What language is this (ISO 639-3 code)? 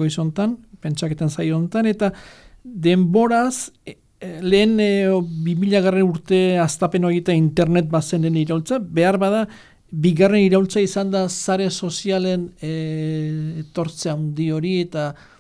eus